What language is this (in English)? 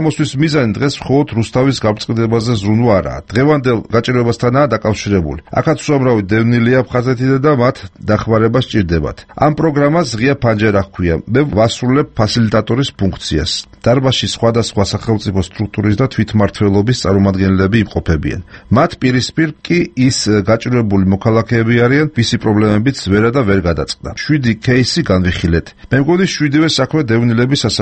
Georgian